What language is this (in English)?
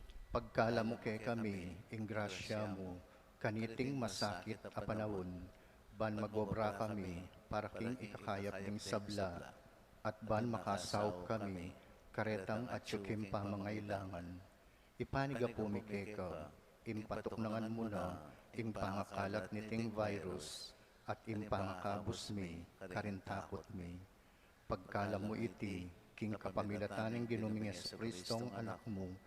Pampanga